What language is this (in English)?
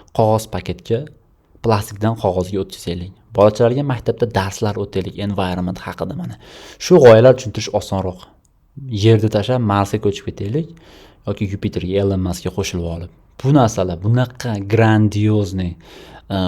Uzbek